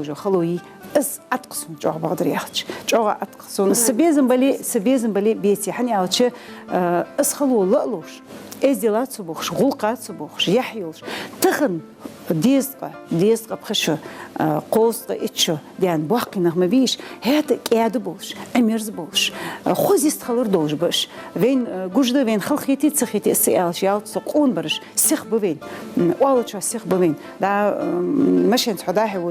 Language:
Ingush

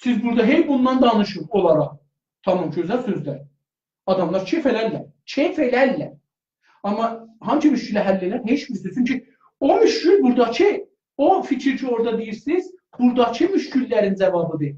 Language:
South Azerbaijani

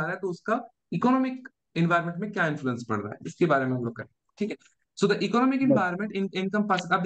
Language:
Hindi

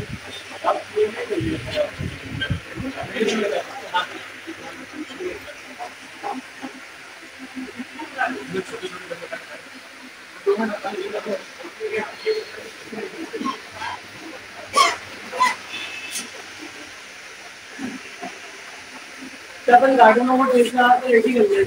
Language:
Hindi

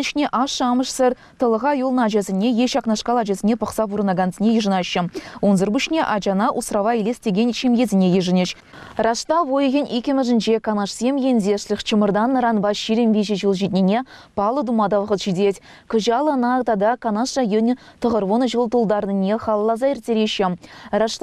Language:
Chuvash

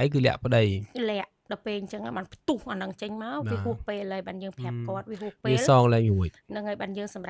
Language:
Khmer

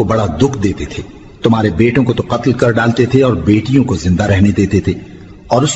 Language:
Urdu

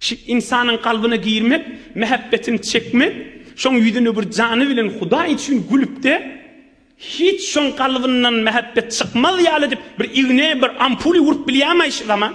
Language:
Turkmen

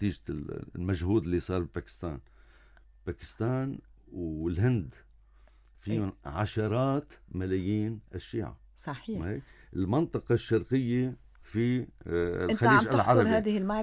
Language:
North Levantine Arabic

